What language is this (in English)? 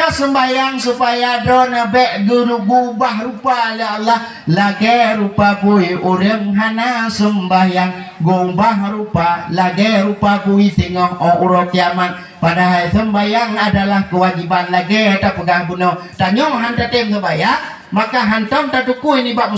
Achinese